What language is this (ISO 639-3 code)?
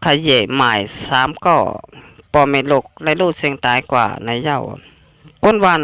shn